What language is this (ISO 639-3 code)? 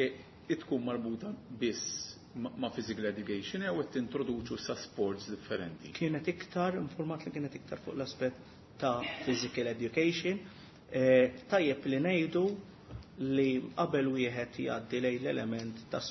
mlt